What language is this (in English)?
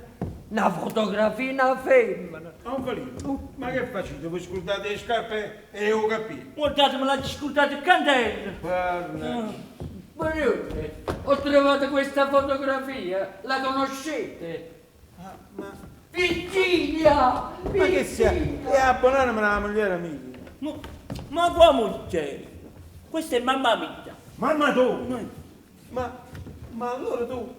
Neapolitan